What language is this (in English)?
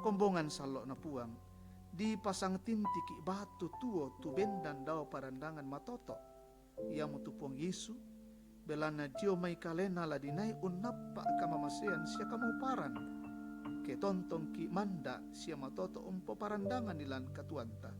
Toraja-Sa'dan